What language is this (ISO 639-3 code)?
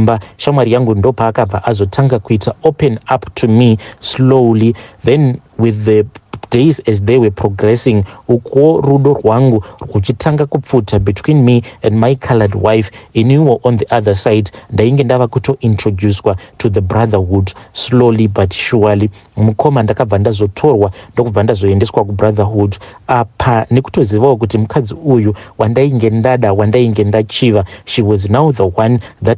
sna